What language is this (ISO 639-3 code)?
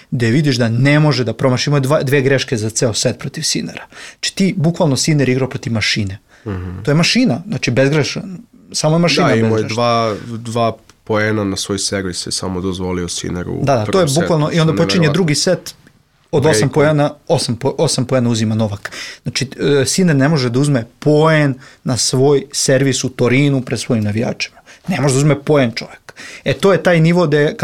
srp